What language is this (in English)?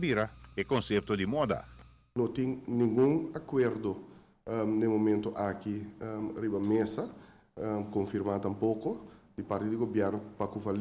Papiamento